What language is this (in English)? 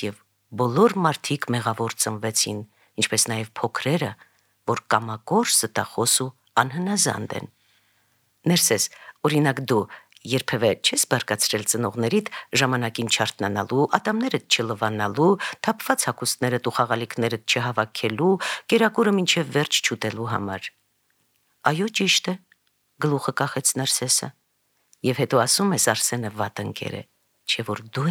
Armenian